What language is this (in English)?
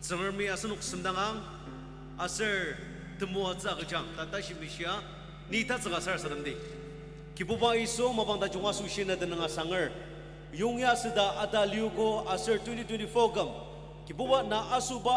Ao Naga